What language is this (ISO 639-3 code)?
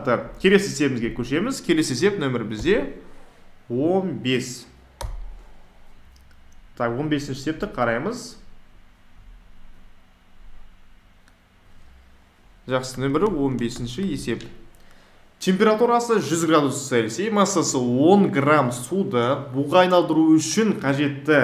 kaz